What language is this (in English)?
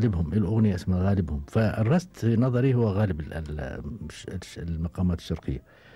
Gulf Arabic